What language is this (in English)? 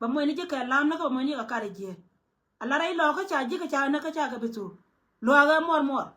Nuer